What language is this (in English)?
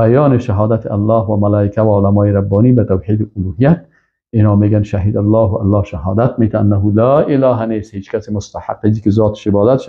Persian